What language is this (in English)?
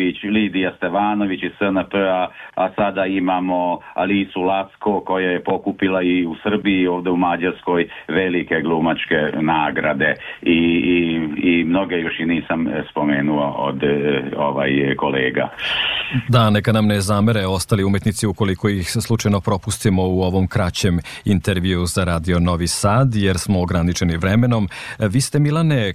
Serbian